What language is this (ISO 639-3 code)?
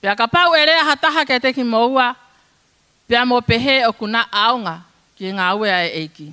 ton